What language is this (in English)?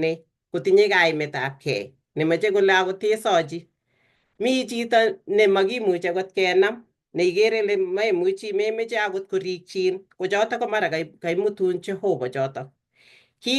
Kalenjin